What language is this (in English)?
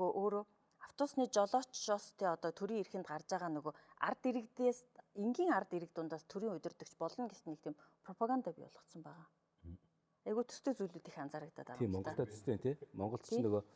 Mongolian